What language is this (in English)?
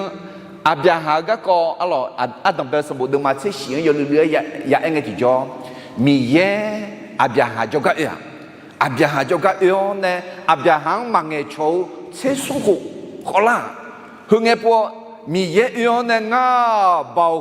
Akha